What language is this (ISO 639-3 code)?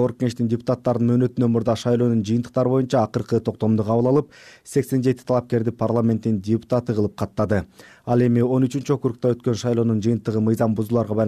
kir